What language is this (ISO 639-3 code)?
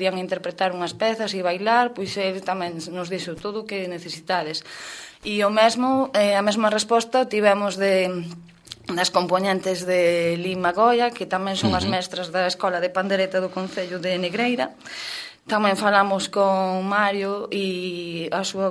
glg